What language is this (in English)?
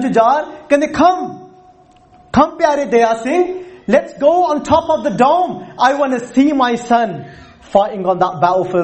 Punjabi